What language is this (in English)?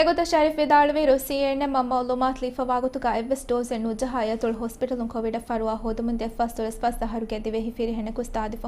Divehi